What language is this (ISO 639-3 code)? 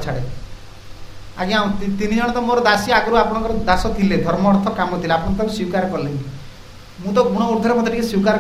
ori